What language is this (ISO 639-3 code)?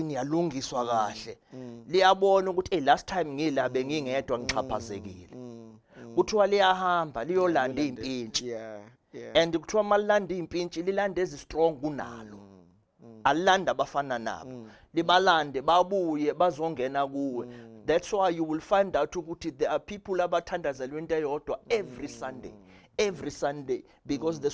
zul